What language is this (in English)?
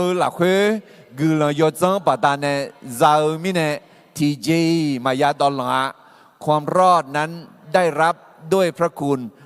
Akha